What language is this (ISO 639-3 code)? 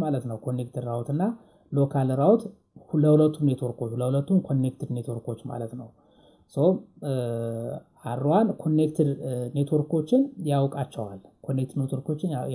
amh